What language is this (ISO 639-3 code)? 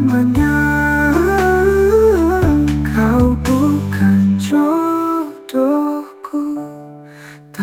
ind